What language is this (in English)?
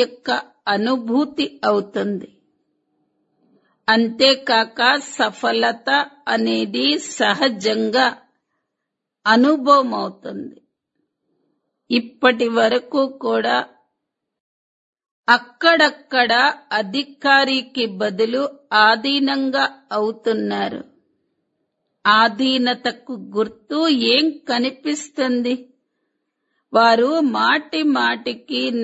Telugu